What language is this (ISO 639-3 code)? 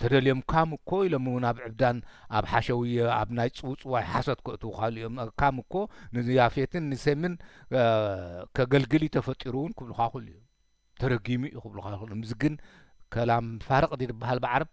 tir